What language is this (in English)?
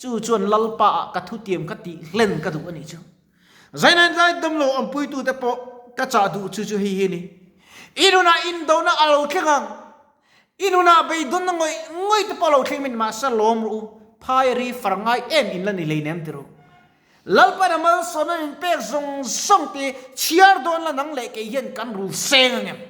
Mizo